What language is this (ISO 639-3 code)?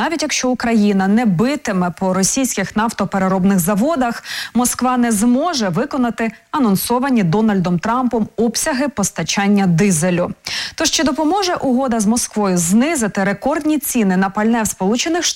ukr